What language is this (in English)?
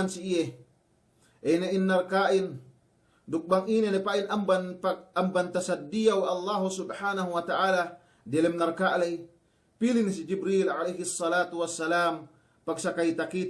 Yakan